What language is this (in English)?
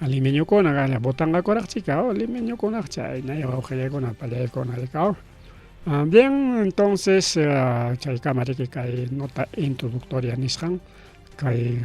Ayacucho Quechua